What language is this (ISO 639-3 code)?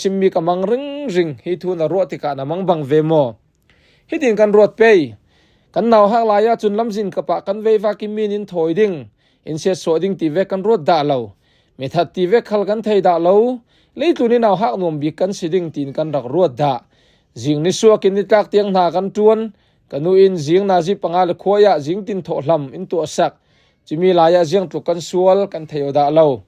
cfm